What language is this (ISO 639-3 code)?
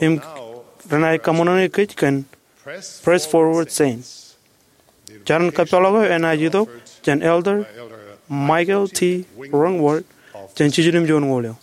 mah